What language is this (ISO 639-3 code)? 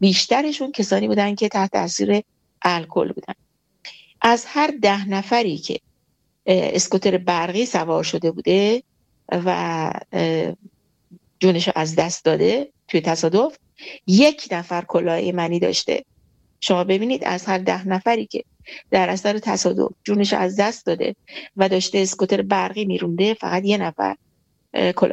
fas